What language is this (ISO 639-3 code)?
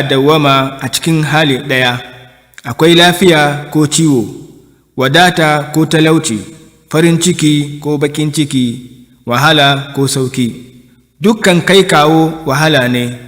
hau